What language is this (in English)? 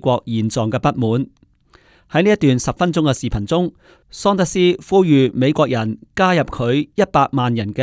Cantonese